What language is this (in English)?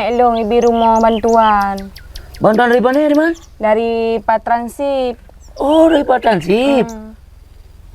Achinese